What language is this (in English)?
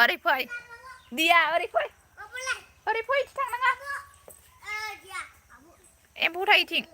Bodo